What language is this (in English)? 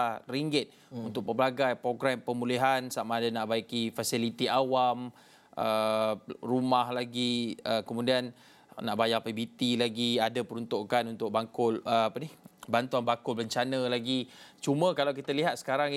Malay